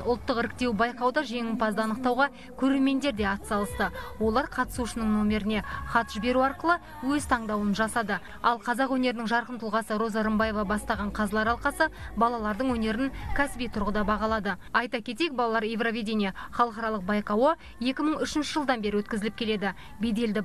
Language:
Kazakh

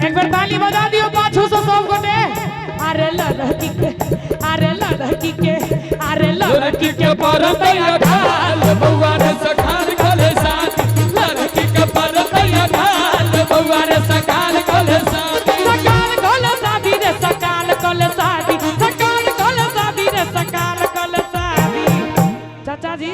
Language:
Maithili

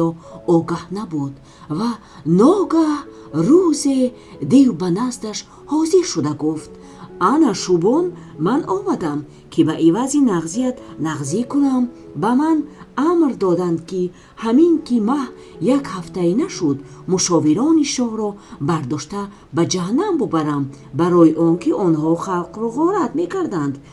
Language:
Tajik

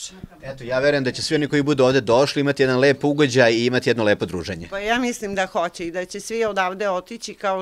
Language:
Serbian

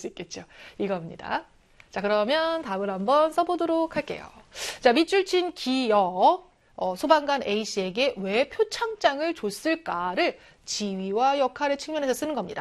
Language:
Korean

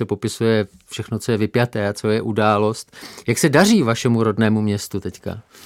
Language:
Czech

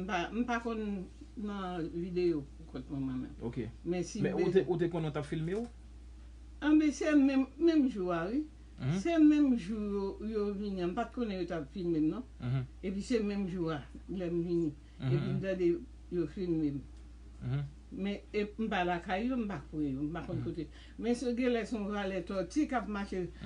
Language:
Haitian Creole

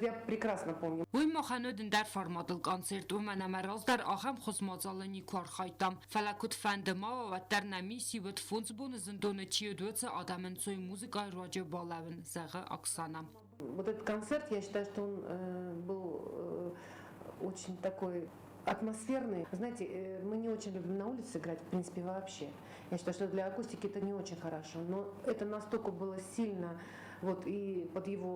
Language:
Ossetic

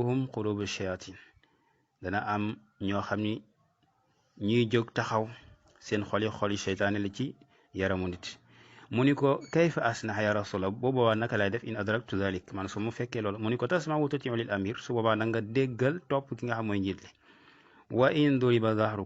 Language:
Wolof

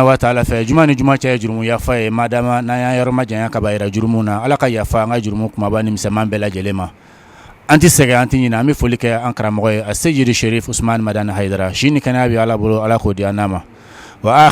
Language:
Bambara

